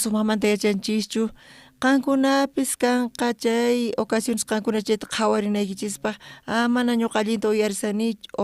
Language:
South Bolivian Quechua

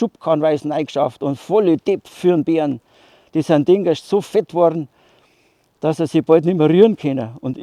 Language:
Bavarian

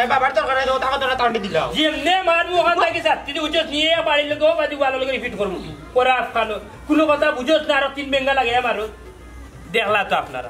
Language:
Sylheti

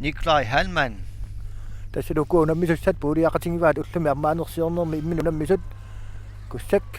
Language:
Kalaallisut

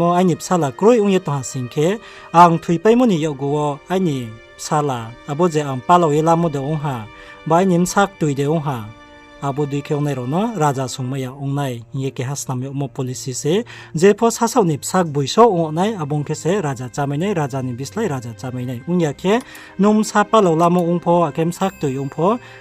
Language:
Riang (India)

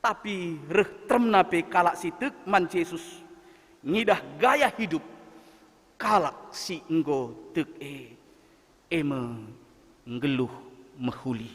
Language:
Batak Karo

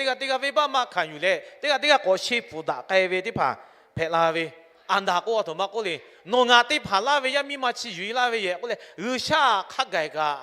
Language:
Lahu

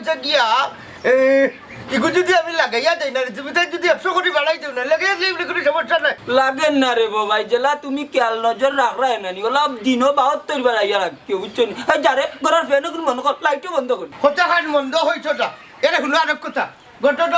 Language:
Sylheti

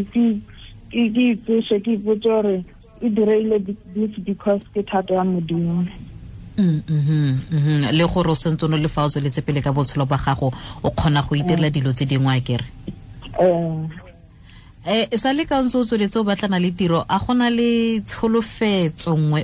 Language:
Tswana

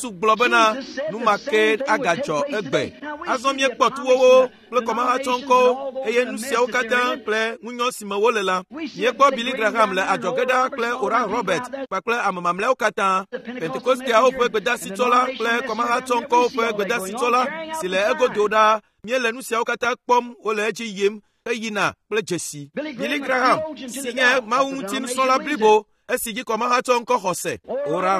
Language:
Ewe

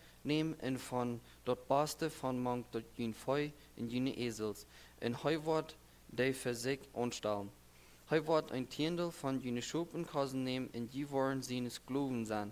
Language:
Plautdietsch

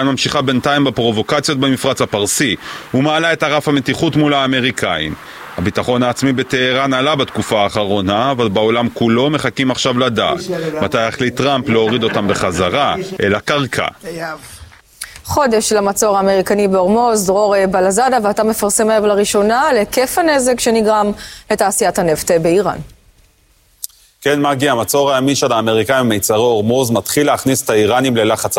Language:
Hebrew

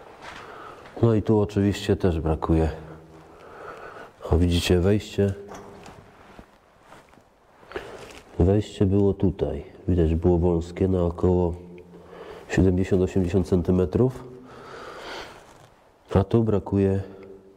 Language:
Polish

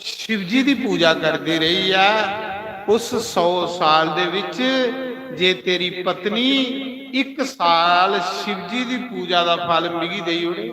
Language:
Dogri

